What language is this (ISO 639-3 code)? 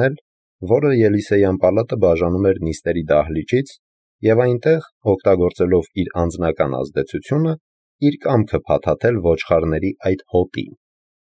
hye